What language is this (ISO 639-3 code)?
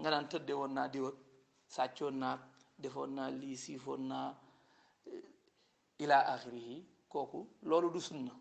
wol